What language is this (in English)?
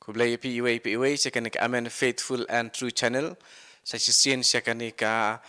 Khasi